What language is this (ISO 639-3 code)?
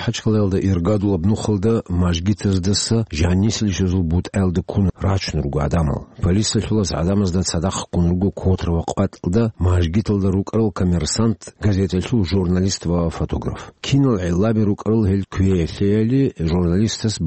ava